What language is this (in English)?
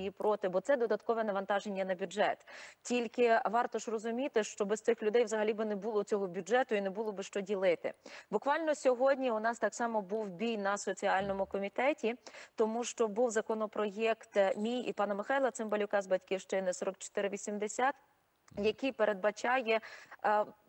Ukrainian